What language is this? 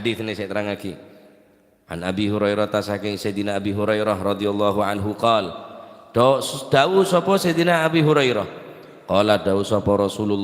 Madurese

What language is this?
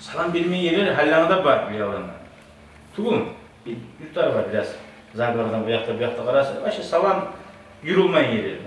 Kumyk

